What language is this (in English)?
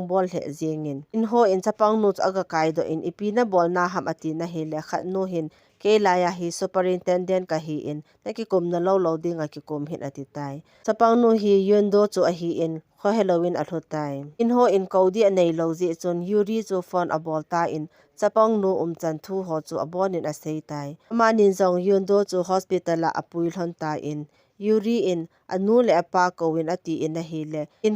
Thado Chin